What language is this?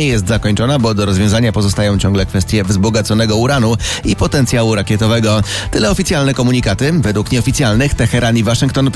Polish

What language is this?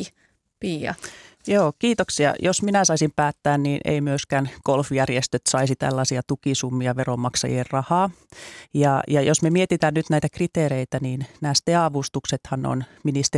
Finnish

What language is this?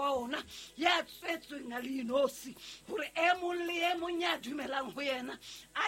Southern Sotho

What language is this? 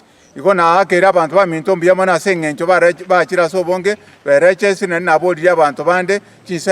Gusii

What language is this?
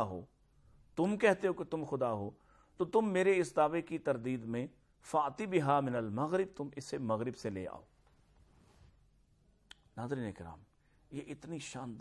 Urdu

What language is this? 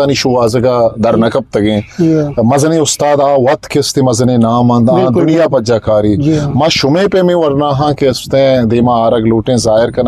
Eastern Balochi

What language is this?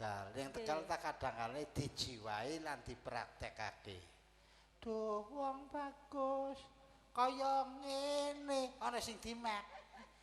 Javanese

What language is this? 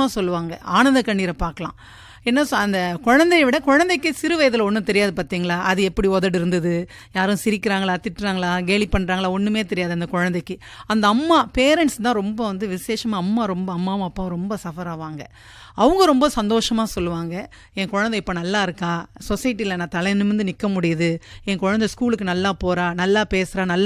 Tamil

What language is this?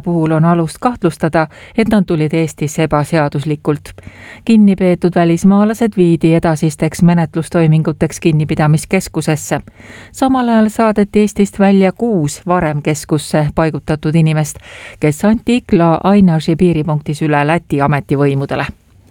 Estonian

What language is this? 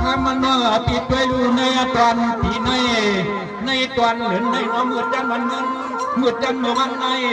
Shan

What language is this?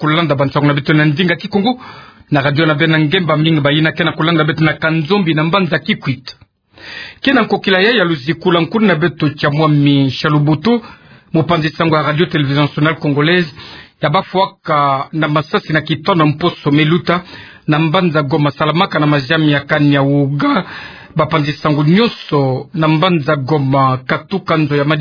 Kituba (Democratic Republic of Congo)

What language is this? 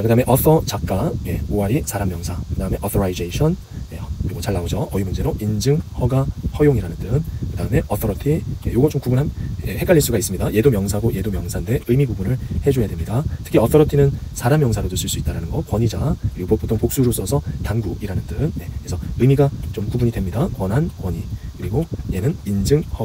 Korean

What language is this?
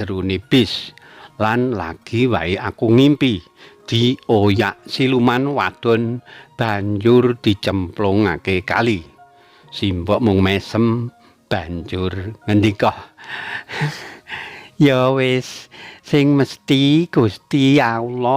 Javanese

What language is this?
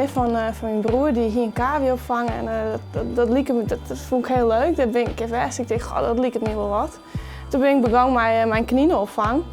Western Frisian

